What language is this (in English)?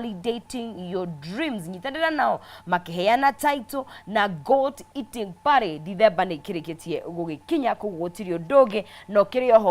Kikuyu